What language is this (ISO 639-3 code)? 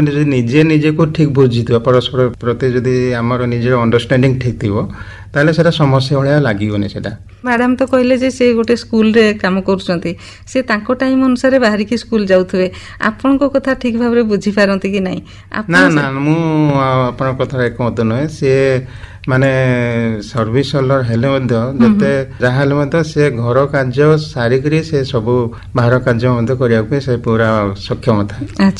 ori